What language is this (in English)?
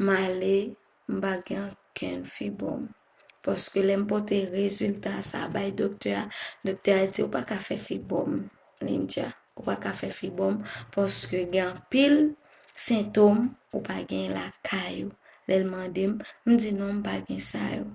Haitian Creole